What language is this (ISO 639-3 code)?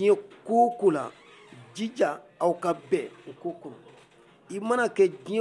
bam